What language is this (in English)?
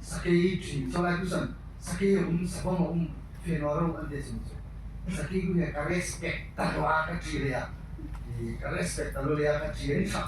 Hmar